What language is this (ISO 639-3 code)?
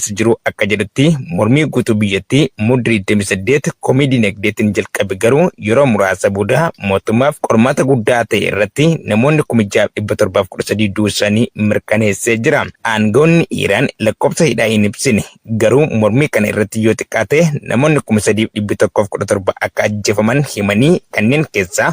orm